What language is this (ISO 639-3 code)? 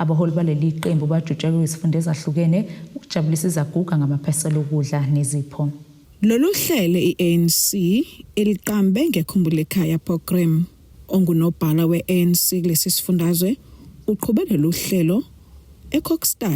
zul